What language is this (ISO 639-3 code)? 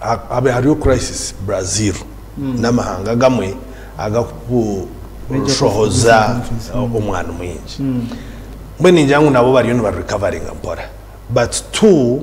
nyn